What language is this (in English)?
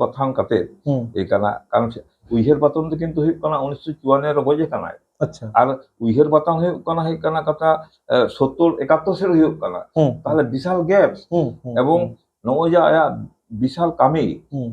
Santali